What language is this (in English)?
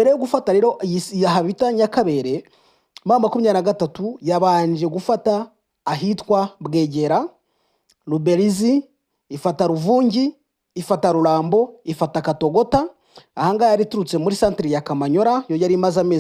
Kinyarwanda